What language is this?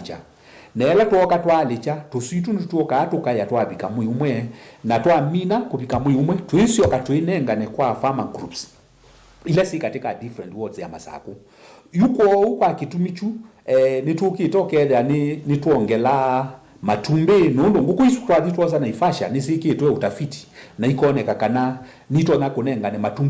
Kamba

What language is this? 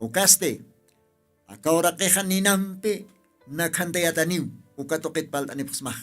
Aymara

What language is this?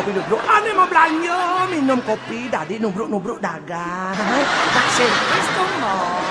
Balinese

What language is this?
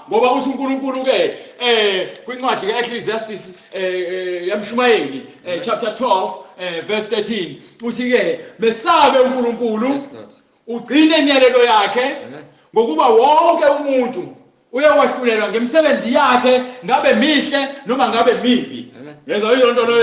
Zulu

